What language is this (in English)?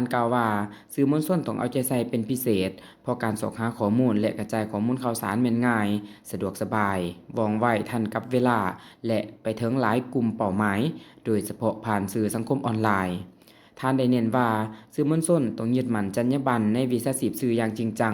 Lao